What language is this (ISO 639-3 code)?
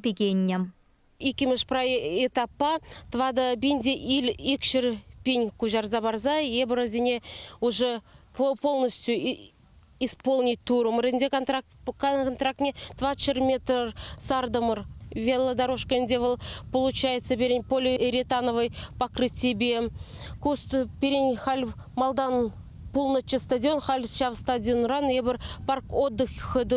chv